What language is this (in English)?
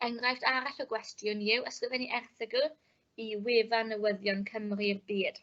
Welsh